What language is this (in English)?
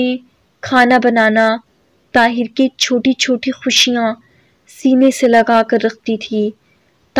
Urdu